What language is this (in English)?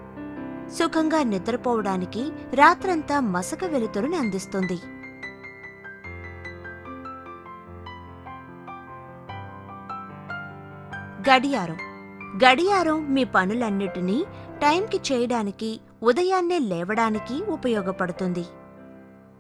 Telugu